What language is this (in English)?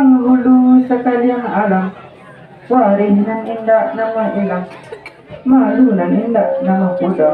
Minangkabau